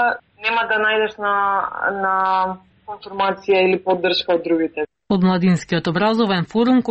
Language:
Macedonian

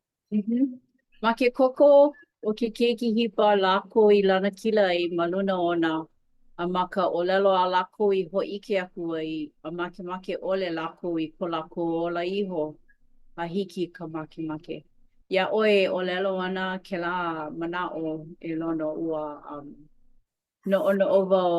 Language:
Hawaiian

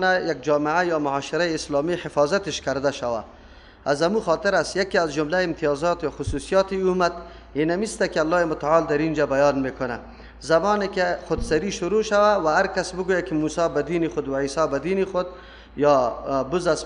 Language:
Persian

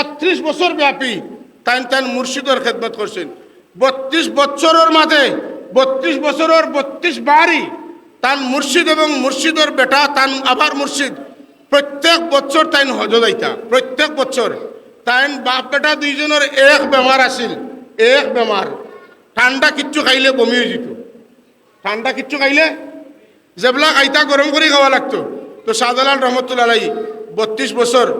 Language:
Sylheti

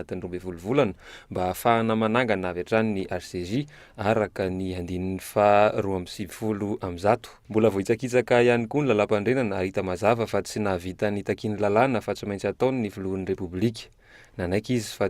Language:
Malagasy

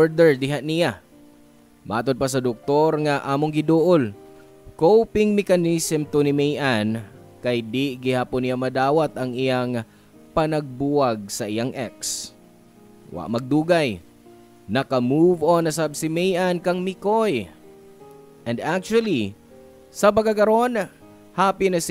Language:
Cebuano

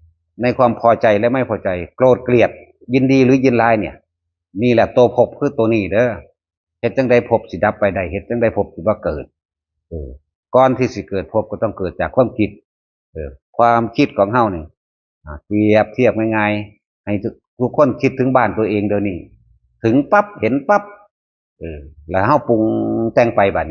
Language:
Northeastern Thai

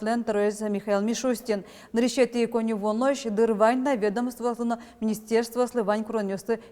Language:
Udmurt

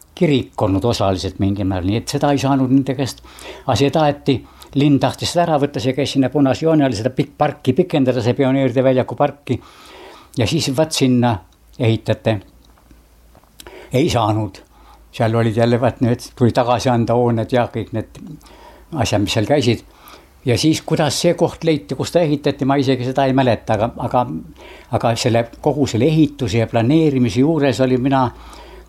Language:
Estonian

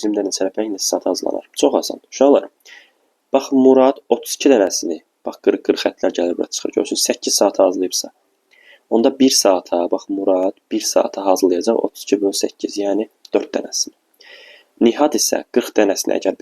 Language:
Azerbaijani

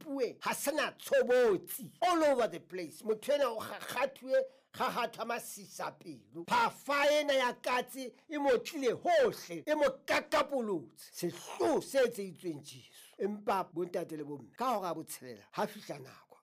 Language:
Southern Sotho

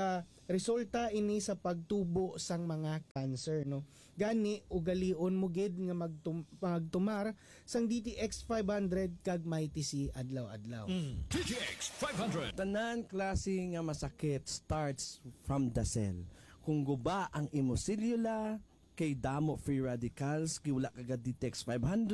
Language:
Hiligaynon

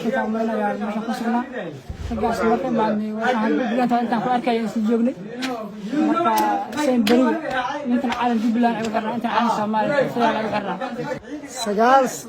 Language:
Somali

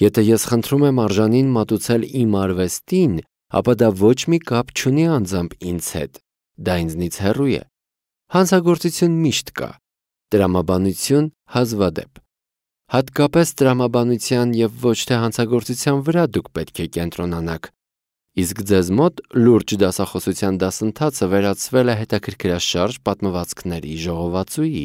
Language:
Armenian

